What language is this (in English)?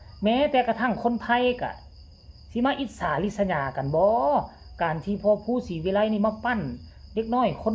Northeastern Thai